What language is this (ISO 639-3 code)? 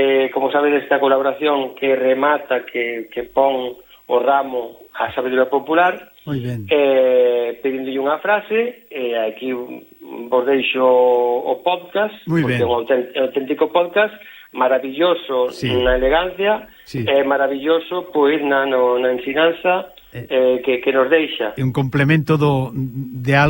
glg